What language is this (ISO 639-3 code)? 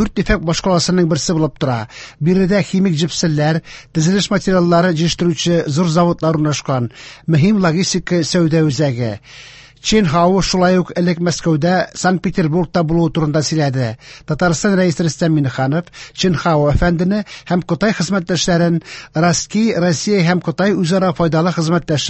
tat